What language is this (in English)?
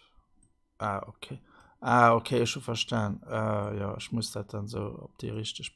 Luxembourgish